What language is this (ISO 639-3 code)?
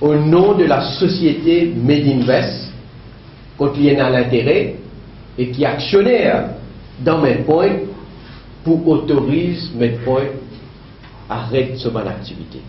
mfe